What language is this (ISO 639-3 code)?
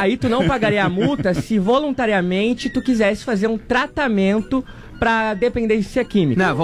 por